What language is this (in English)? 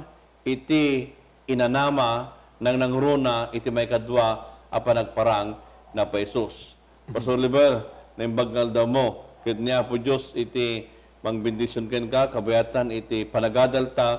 Iloko